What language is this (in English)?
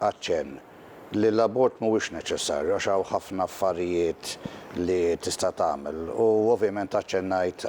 Maltese